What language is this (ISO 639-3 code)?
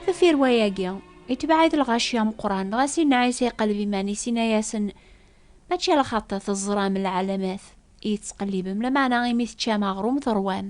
kab